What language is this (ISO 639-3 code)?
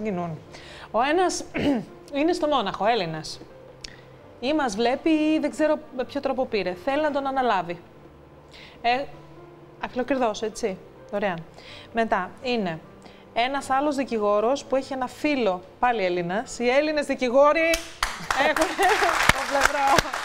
ell